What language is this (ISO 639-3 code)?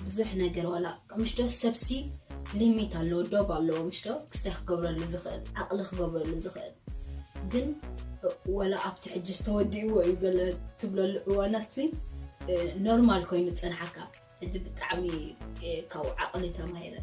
tir